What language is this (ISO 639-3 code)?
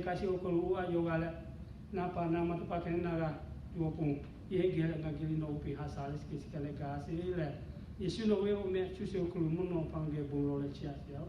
lhu